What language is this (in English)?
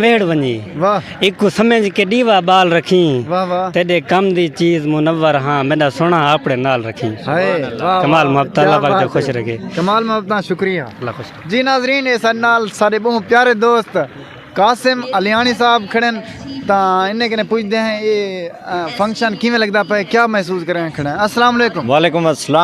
Saraiki